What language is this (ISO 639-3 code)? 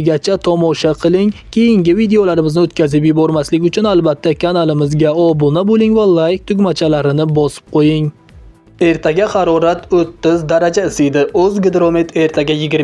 uzb